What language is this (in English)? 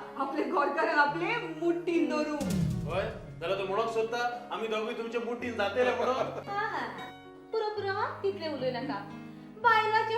Konkani